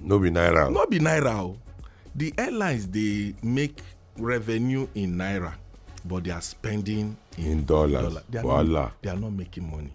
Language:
Nigerian Pidgin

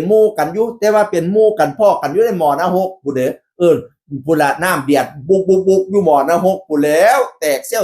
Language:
Northeastern Thai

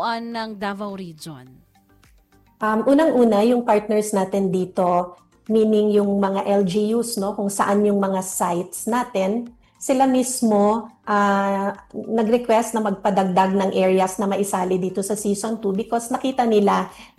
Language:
Filipino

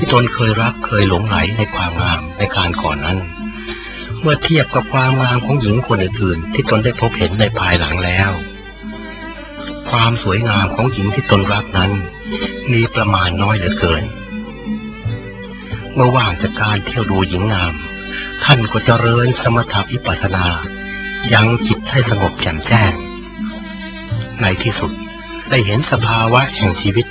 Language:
Thai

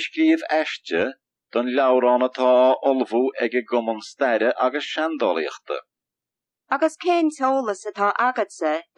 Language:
Irish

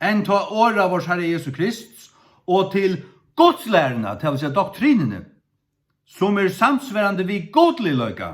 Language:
Faroese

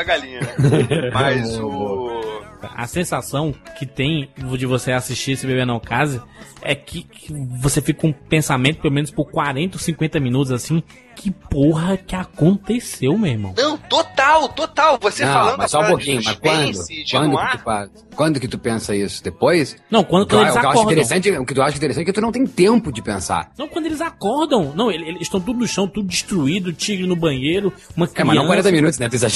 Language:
Portuguese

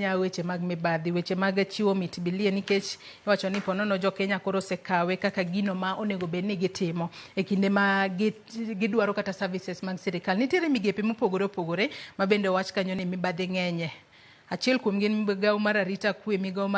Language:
Luo (Kenya and Tanzania)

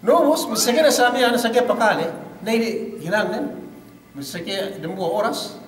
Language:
Yakan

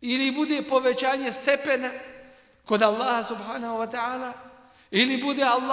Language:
Bosnian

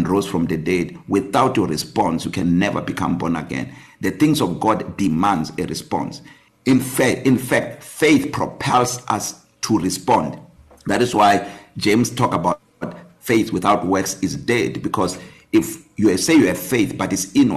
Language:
English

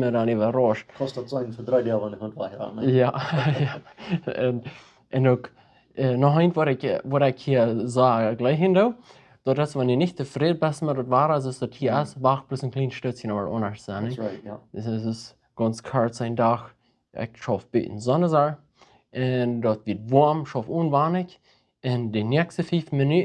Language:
Plautdietsch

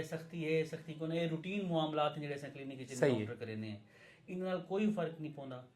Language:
Saraiki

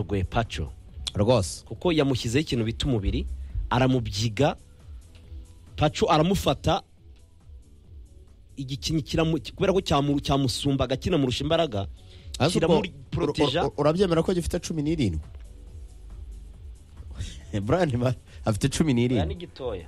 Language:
Kinyarwanda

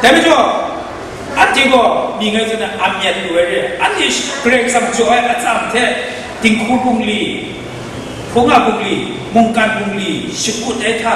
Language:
Kachin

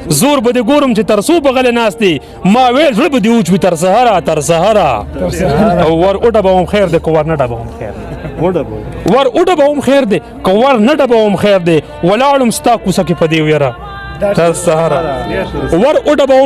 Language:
Pashto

